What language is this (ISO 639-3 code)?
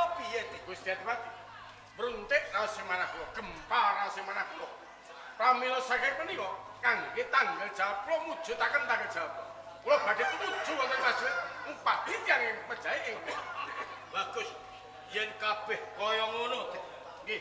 jav